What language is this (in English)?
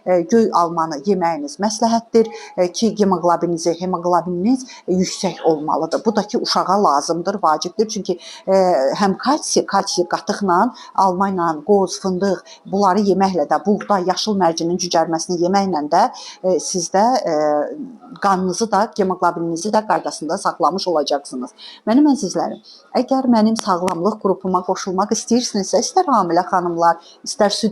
Azerbaijani